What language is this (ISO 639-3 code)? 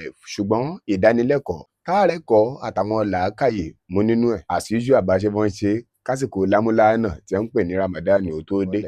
yor